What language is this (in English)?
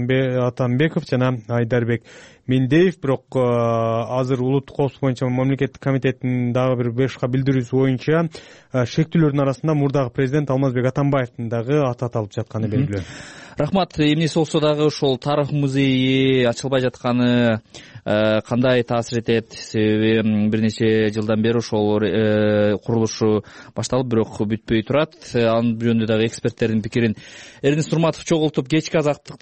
Kyrgyz